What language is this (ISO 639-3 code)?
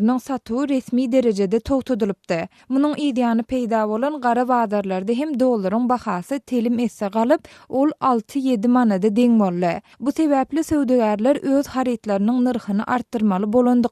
tuk